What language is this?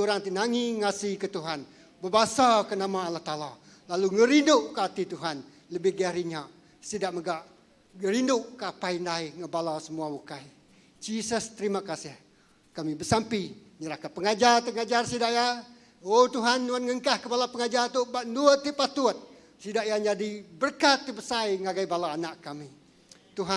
Iban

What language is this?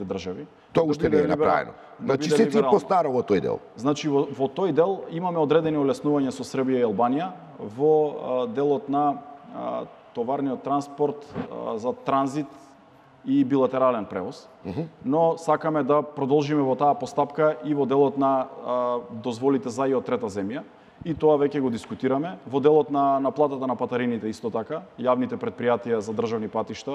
Macedonian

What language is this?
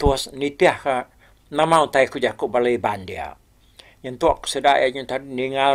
Iban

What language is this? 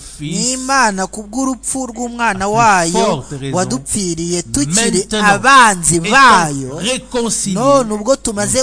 Kinyarwanda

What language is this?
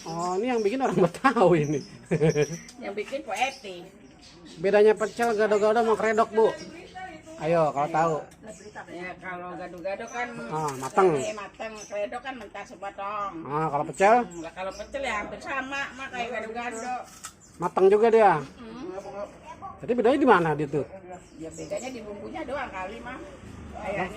Betawi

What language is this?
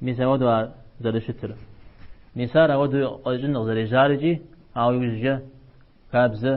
Kabardian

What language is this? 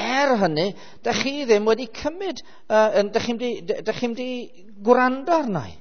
Welsh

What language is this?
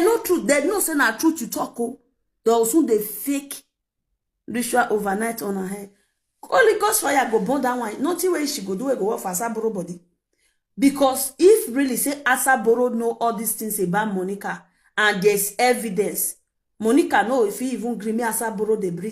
Nigerian Pidgin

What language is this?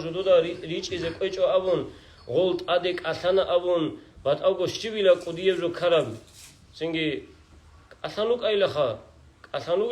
Avaric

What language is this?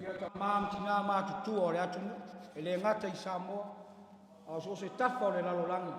Samoan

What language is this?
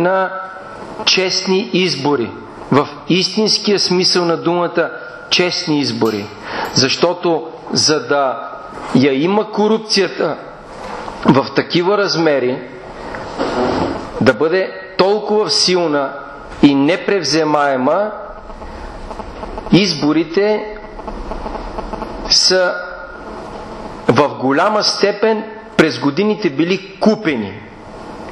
Bulgarian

